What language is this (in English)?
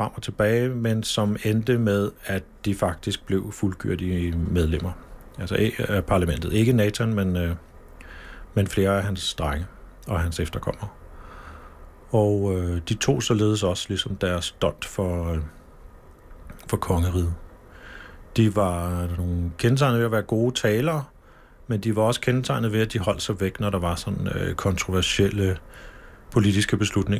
Danish